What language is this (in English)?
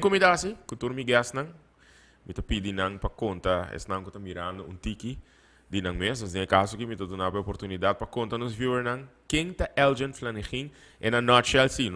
Papiamento